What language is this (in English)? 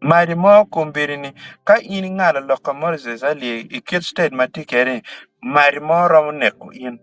Acoli